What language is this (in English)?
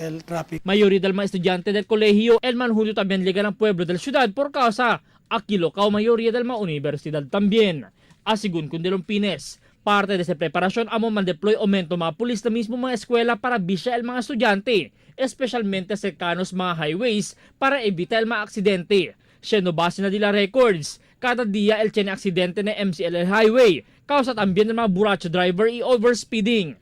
Chavacano